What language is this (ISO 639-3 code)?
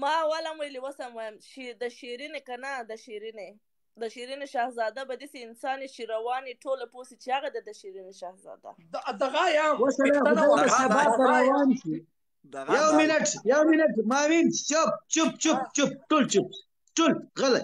pus